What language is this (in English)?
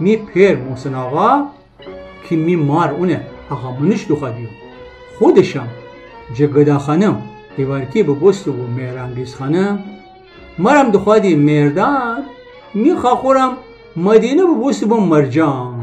Gilaki